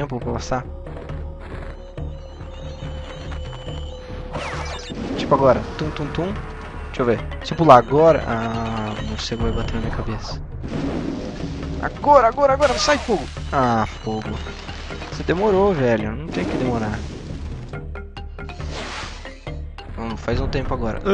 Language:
Portuguese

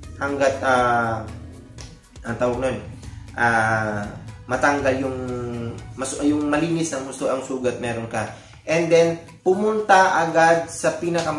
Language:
Filipino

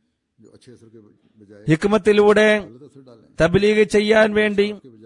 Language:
Malayalam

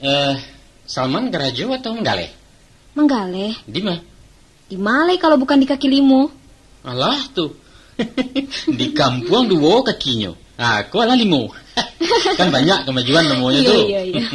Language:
Minangkabau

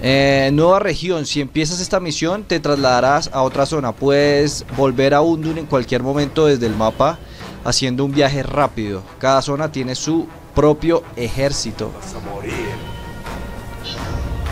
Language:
Spanish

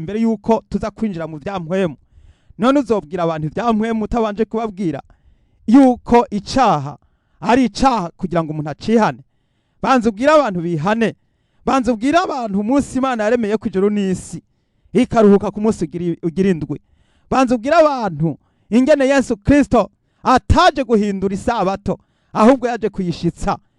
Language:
Rundi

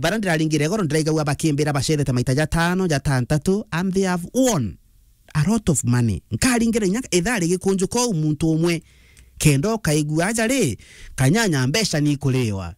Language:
Meru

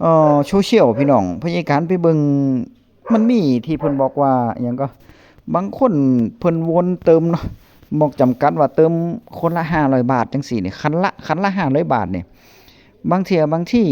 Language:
Northeastern Thai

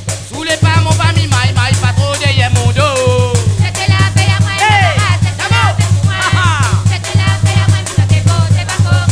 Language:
Réunion Creole French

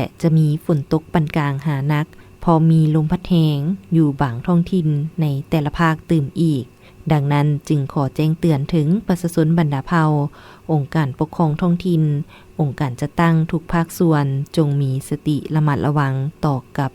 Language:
Lao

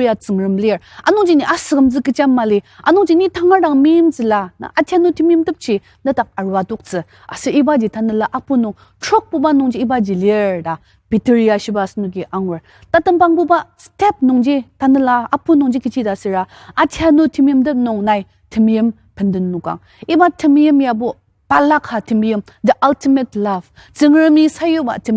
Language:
Ao Naga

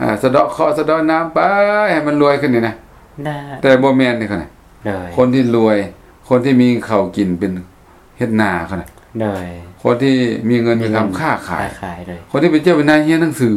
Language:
Lao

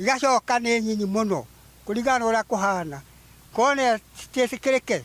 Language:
Kikuyu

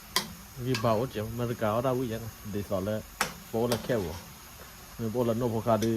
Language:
S'gaw Karen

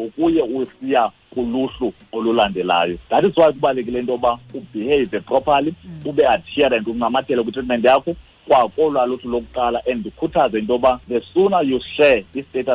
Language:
Xhosa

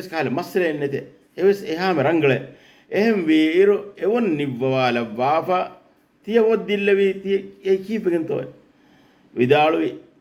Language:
Divehi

